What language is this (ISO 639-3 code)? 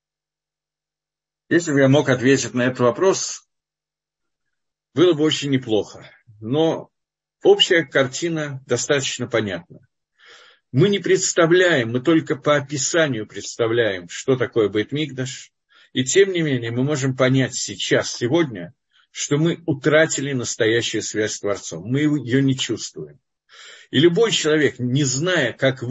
rus